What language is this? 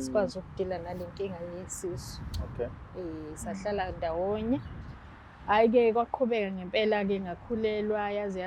Zulu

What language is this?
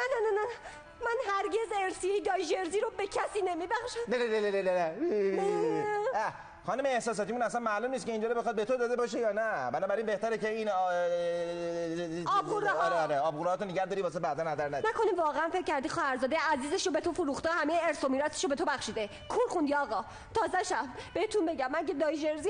Persian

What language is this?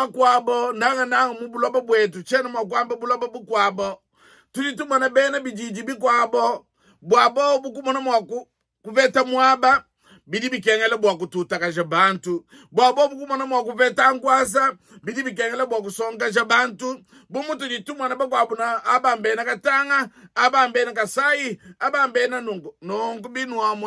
Luba-Lulua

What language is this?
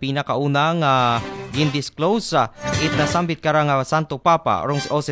Aklanon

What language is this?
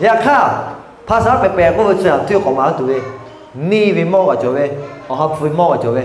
Lahu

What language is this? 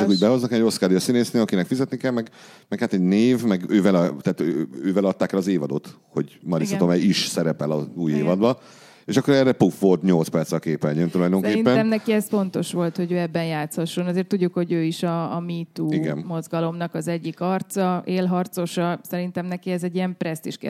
Hungarian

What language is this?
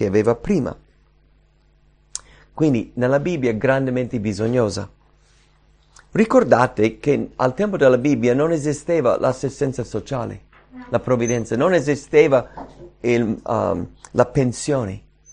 Italian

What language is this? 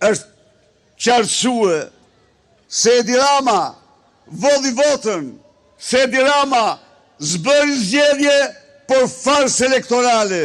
Albanian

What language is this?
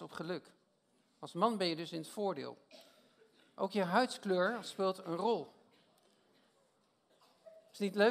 Dutch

